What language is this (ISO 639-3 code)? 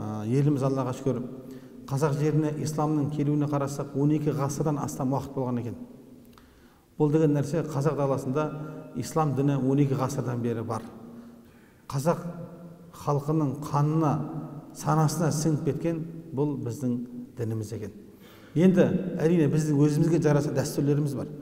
kaz